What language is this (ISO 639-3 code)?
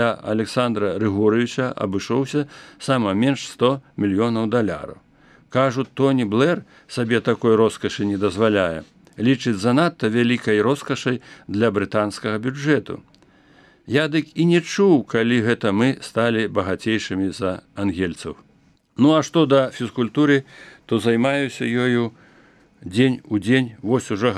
bel